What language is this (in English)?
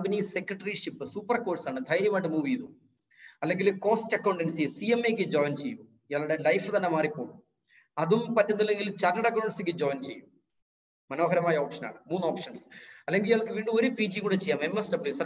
Malayalam